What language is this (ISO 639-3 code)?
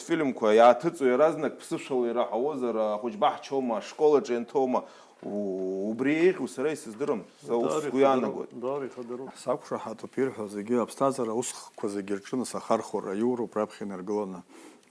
abk